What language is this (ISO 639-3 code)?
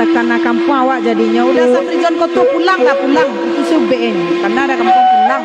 min